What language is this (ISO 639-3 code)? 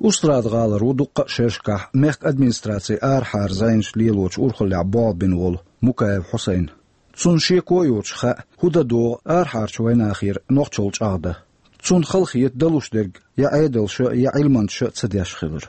che